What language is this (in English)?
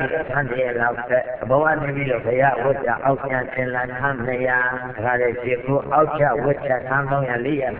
Burmese